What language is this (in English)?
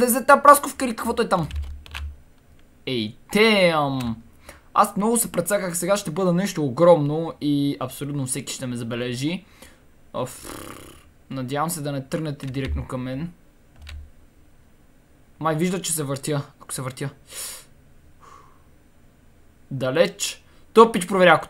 Bulgarian